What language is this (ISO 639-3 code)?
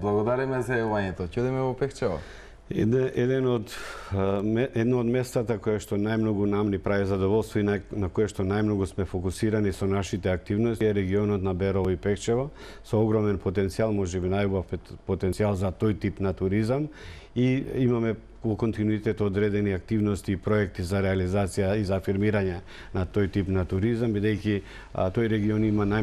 mkd